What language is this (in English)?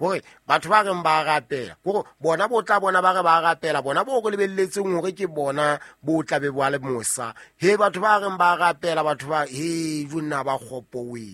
Southern Sotho